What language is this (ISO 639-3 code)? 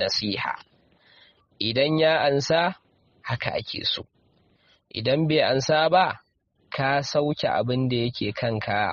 hau